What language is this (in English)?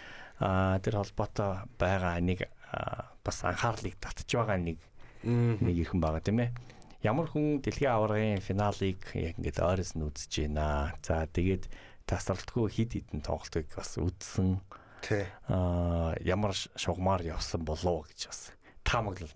Mongolian